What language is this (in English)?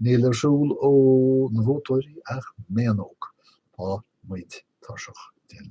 Irish